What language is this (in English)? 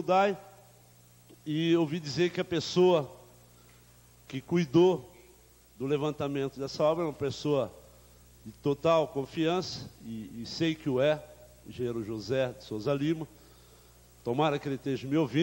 Portuguese